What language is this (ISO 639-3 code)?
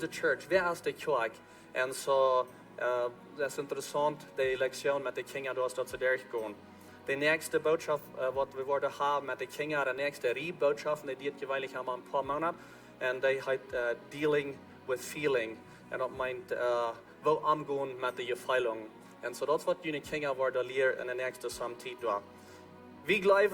pdt